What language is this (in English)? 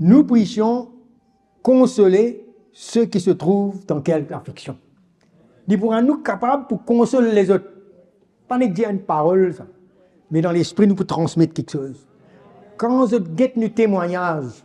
Morisyen